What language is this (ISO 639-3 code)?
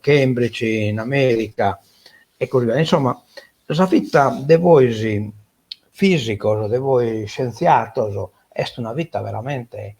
srd